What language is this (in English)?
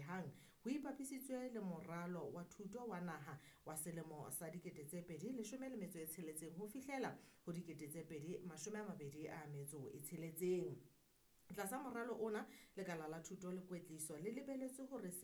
Southern Sotho